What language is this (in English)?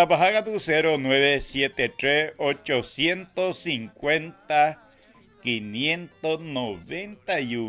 Guarani